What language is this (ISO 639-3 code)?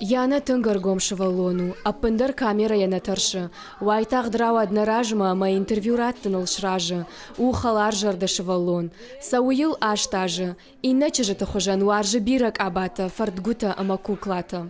oss